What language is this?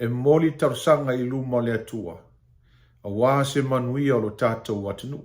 Samoan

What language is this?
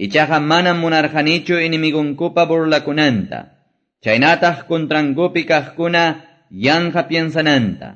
Quechua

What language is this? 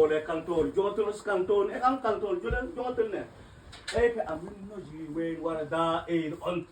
Mabaan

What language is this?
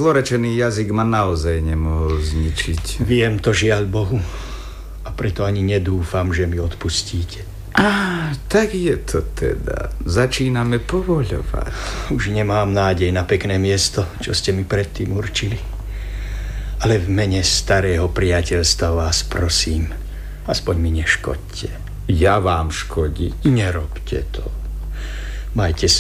Slovak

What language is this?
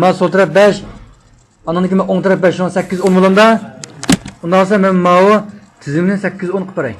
Uyghur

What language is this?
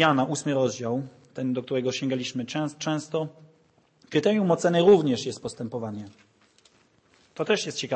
Polish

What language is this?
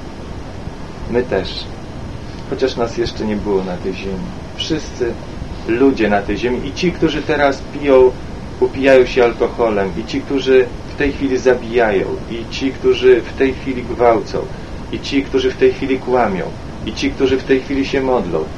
Polish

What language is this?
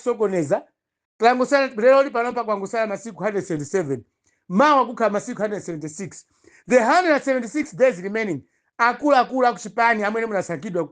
Nyanja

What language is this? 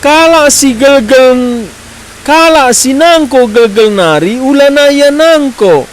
Batak Karo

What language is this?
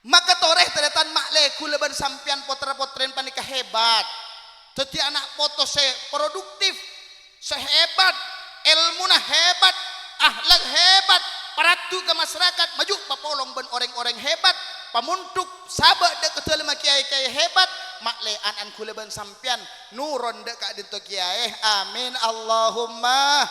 Madurese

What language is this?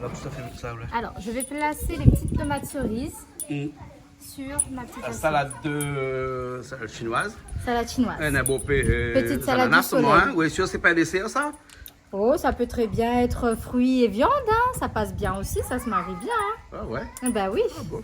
Réunion Creole French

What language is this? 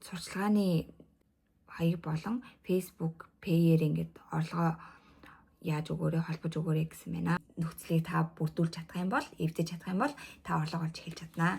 Mongolian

